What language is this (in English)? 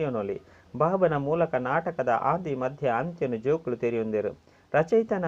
Tulu